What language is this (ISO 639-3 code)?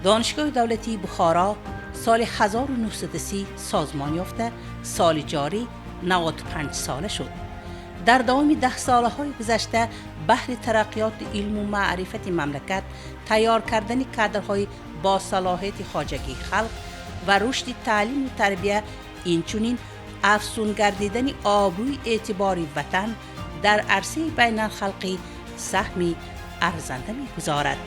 tgk